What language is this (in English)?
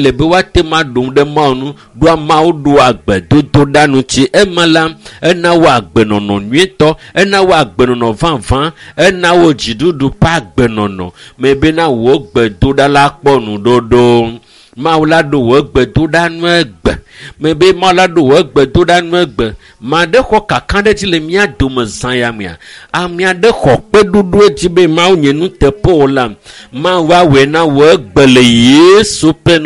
Ewe